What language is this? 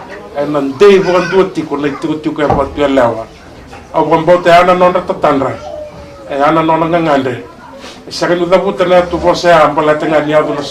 Fijian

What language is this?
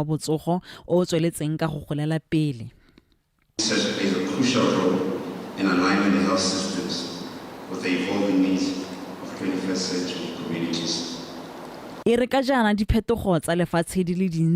Tswana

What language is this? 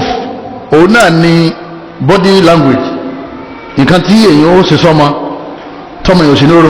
Yoruba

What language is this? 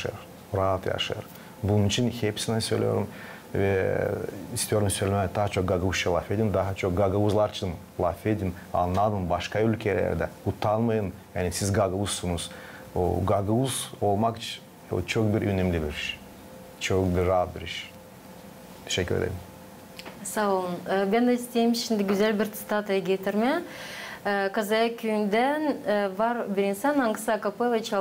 Gagauz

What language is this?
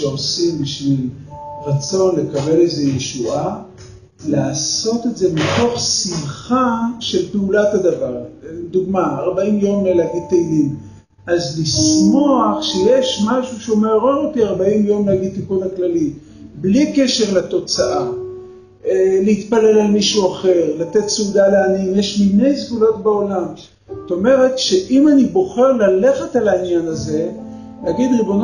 Hebrew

